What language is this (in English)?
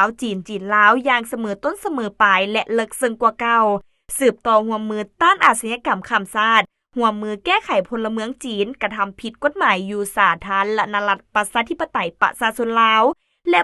Lao